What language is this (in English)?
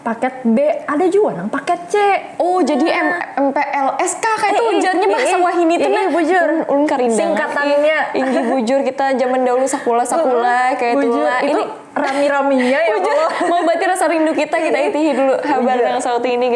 Banjar